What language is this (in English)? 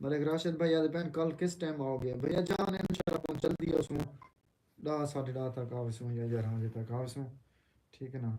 Saraiki